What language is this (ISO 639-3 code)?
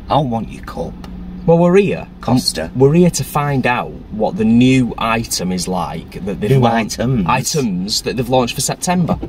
eng